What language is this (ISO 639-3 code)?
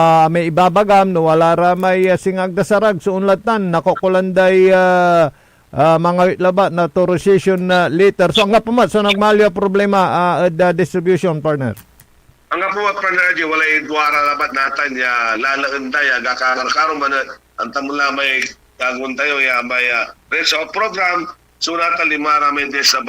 pag